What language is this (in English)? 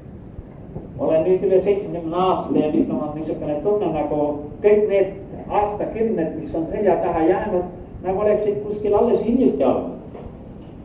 Estonian